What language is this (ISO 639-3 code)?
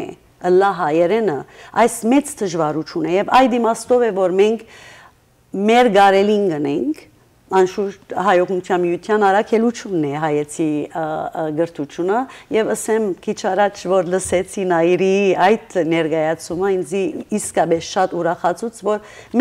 hyw